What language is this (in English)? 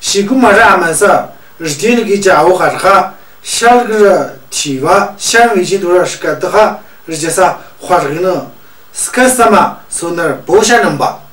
Tu